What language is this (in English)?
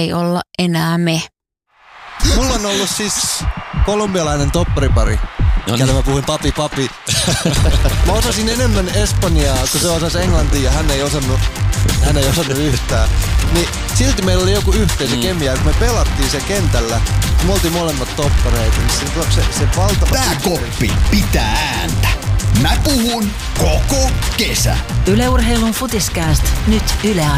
Finnish